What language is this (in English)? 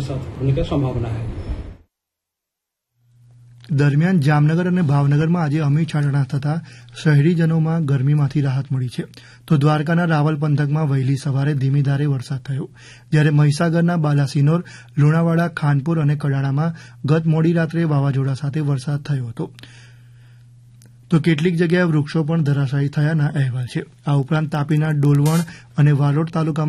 Gujarati